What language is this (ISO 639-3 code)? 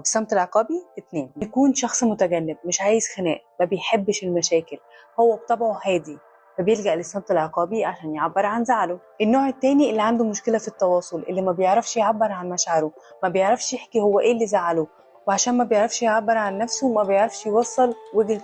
arz